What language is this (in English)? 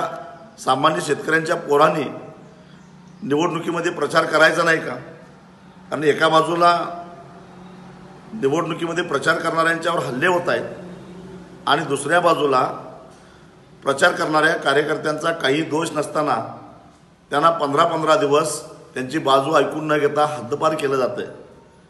Marathi